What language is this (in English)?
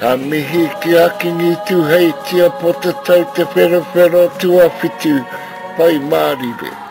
Māori